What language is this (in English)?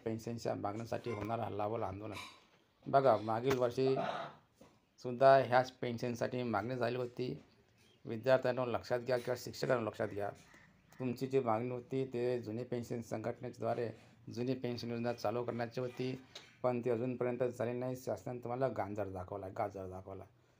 Marathi